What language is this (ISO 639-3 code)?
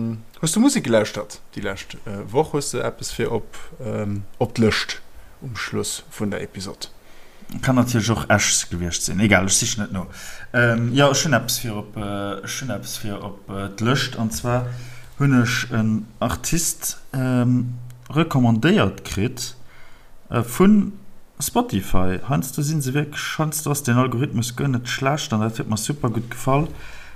ltz